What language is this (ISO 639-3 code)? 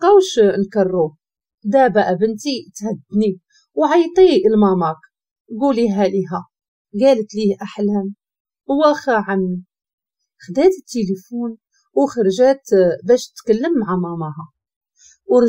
ary